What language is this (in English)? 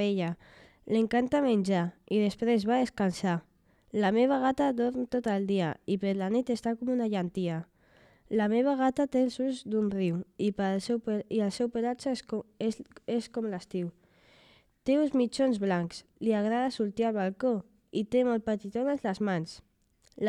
Catalan